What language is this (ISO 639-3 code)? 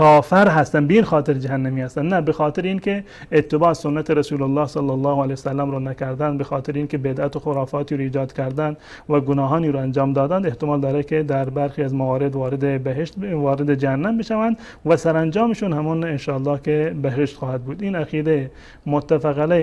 fas